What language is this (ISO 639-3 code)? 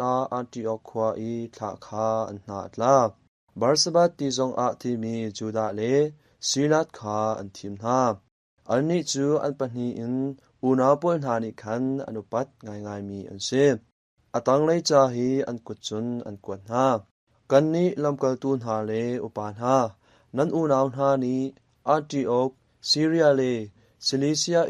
cnh